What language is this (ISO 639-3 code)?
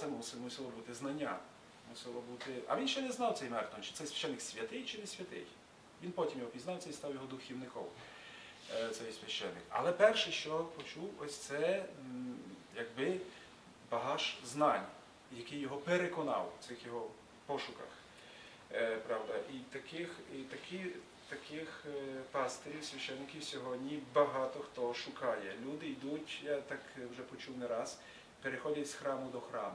ukr